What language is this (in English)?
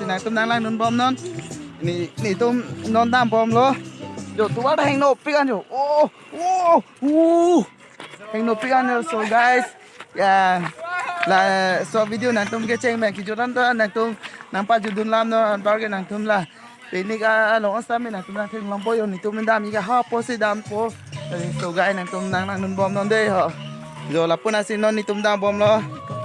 Karbi